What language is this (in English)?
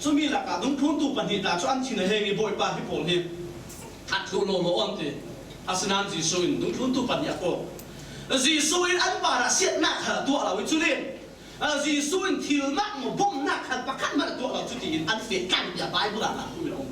Falam Chin